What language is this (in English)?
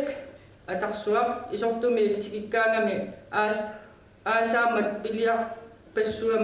Kalaallisut